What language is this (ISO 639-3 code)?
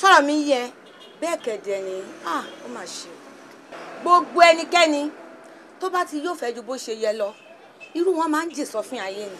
yor